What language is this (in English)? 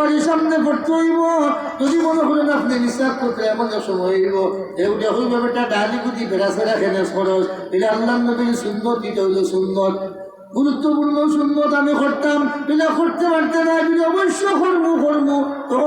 Sylheti